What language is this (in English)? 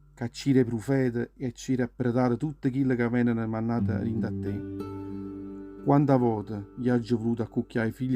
Neapolitan